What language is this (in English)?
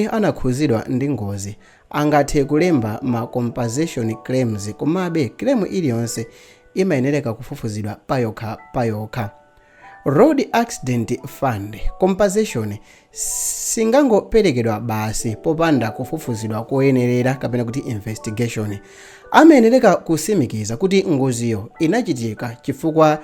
Nyanja